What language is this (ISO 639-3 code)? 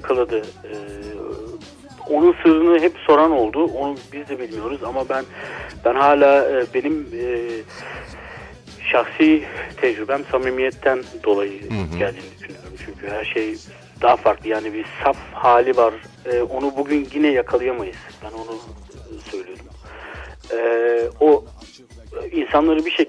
tur